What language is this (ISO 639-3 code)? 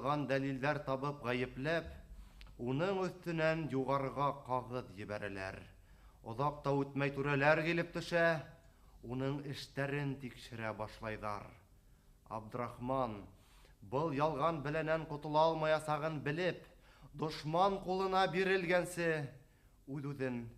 bak